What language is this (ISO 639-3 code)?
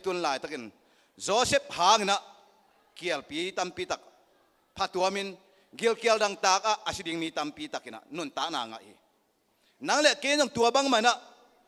ctd